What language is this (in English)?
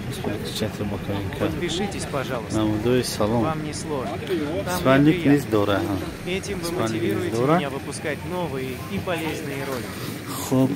Tajik